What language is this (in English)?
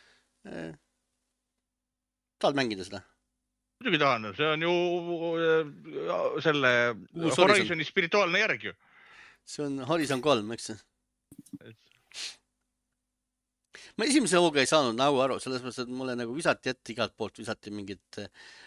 Estonian